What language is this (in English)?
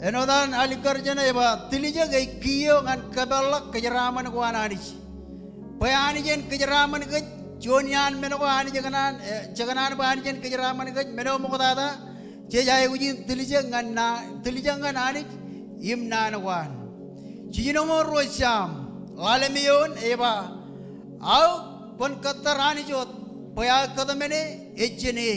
Marshallese